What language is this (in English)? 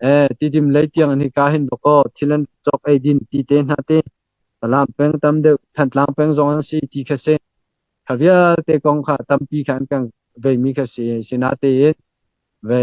Hakha Chin